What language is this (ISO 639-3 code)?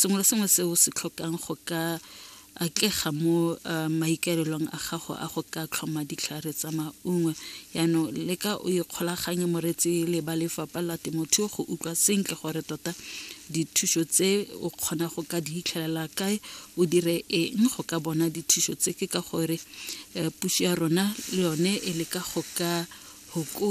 tsn